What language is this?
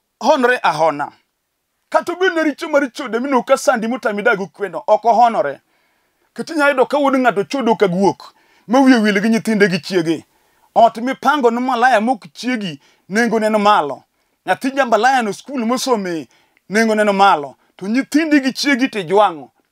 Luo (Kenya and Tanzania)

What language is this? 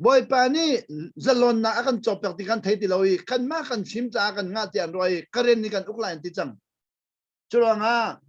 Hakha Chin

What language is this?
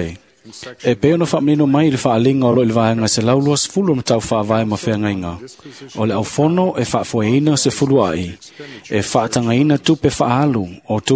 Samoan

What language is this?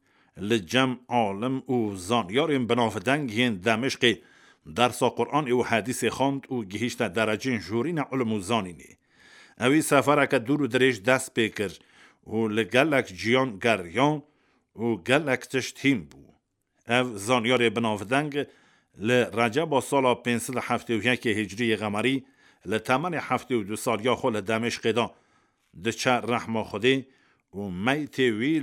Kurdish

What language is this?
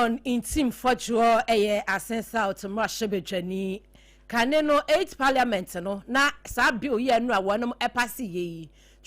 Akan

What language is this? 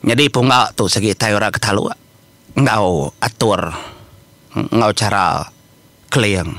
Iban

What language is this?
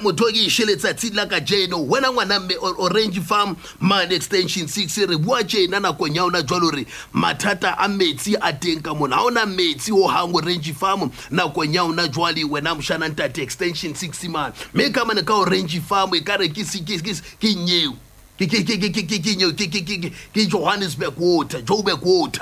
Southern Sotho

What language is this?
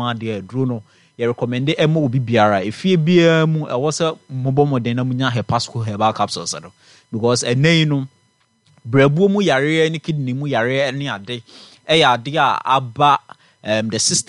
Akan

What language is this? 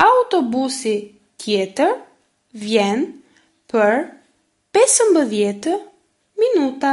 Albanian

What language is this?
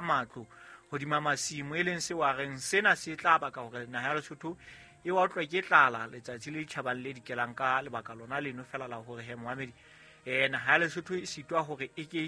Southern Sotho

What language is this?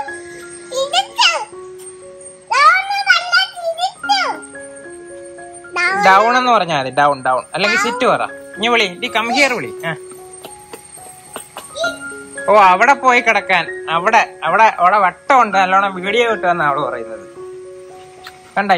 Malayalam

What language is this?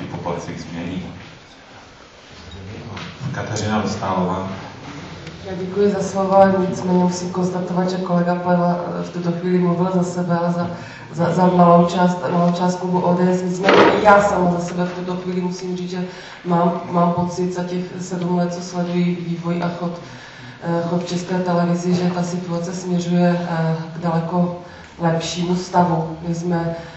Czech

